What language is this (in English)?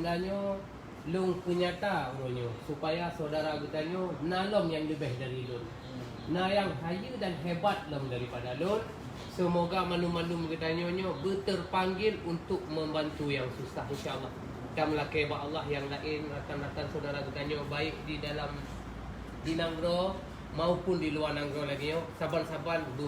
Achinese